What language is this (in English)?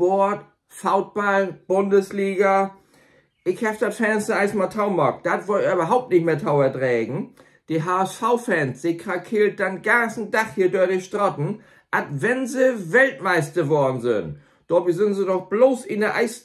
Low German